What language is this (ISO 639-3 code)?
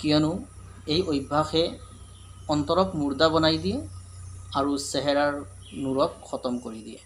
asm